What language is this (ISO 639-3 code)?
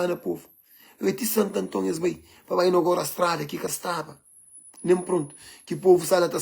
kea